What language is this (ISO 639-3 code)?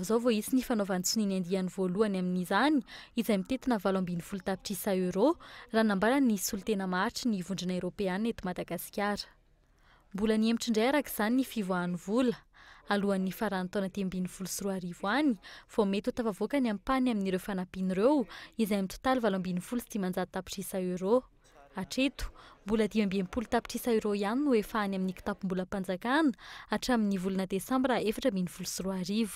mlg